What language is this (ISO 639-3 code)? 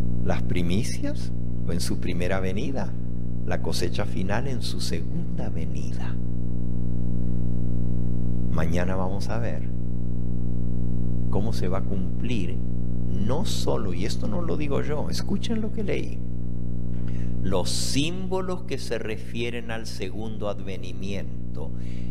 spa